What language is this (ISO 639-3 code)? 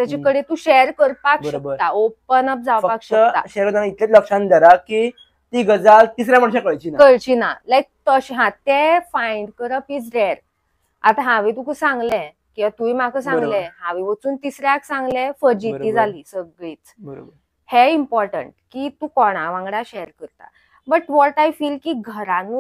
kok